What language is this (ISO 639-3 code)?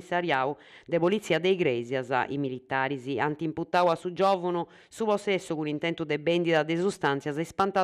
srd